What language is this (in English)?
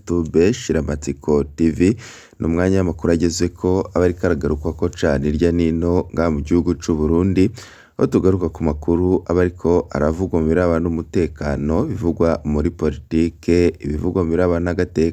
Rundi